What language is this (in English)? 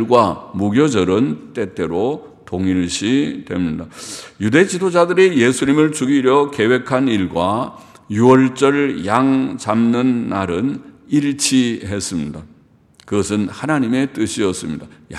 Korean